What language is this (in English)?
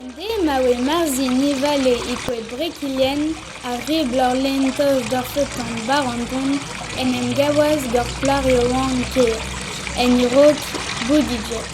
Breton